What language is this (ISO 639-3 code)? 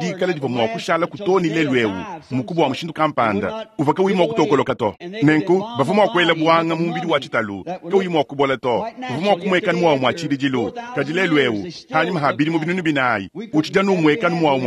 lua